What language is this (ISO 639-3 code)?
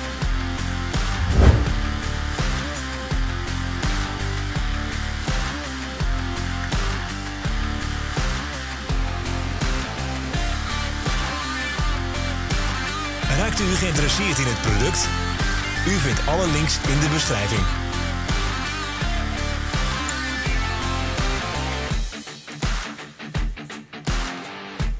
nld